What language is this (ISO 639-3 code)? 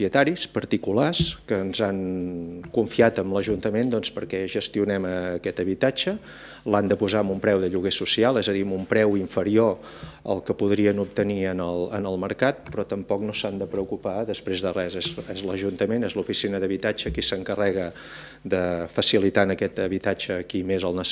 cat